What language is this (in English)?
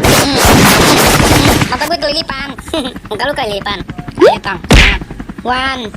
Betawi